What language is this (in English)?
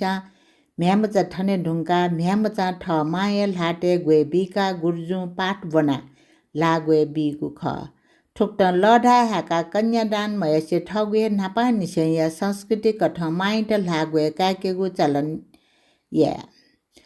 Newari